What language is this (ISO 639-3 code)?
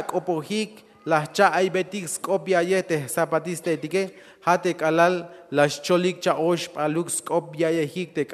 tzh